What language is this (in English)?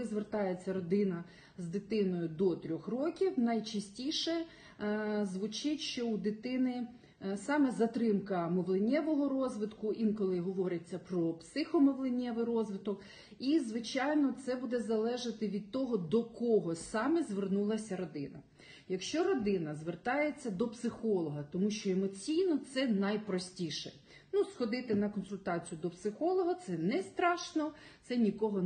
Ukrainian